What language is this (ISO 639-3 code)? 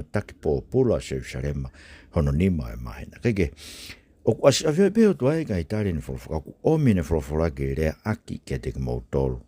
ton